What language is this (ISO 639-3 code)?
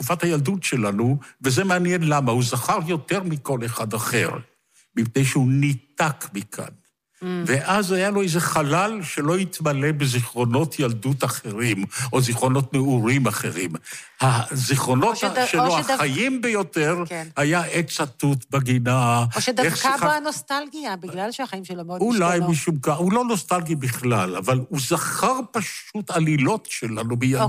heb